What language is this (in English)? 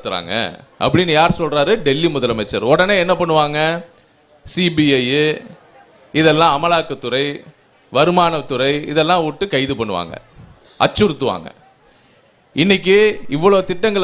Tamil